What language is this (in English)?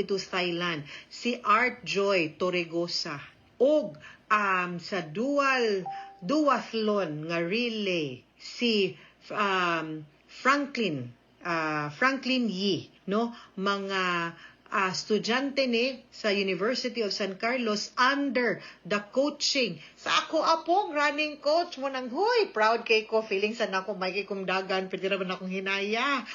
Cebuano